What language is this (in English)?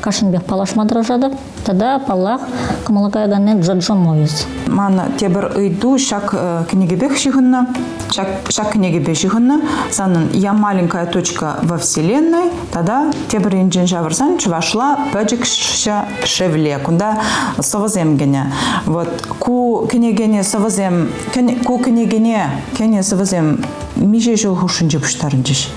Chuvash